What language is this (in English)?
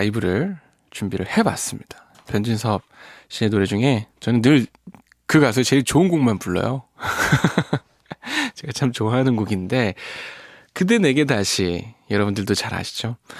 Korean